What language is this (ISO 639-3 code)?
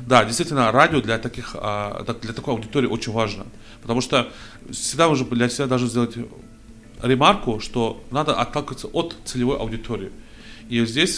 rus